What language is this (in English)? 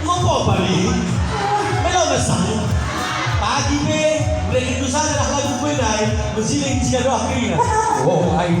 Batak Karo